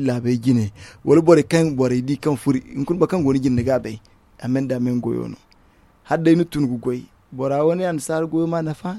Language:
Zarma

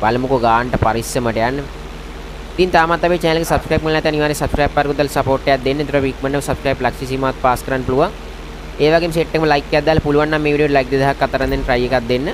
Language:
Sinhala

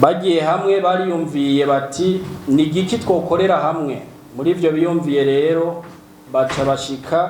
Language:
Rundi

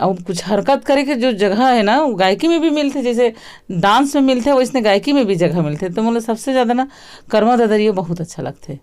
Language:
Chhattisgarhi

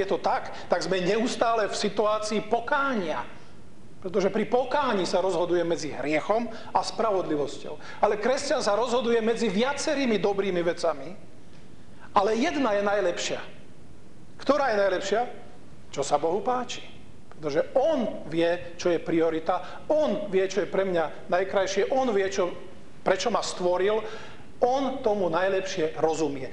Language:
Slovak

